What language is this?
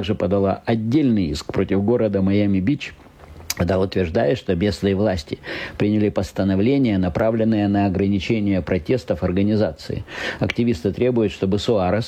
Russian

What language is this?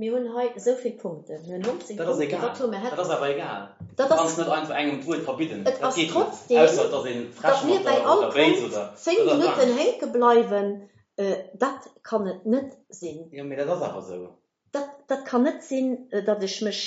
Luxembourgish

